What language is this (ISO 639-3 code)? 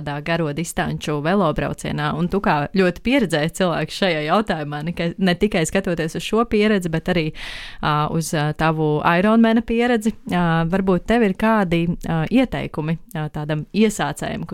lav